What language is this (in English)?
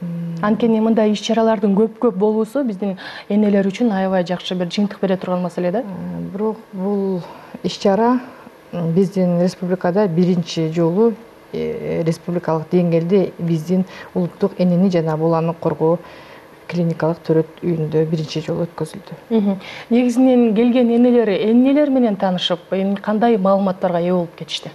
Kyrgyz